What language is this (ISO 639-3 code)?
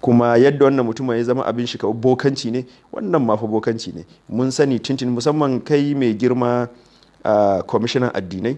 hau